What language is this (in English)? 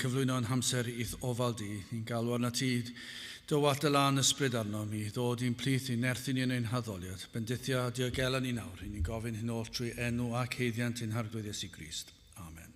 Welsh